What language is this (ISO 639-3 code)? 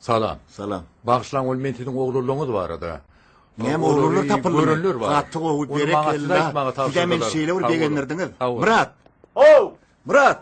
tuk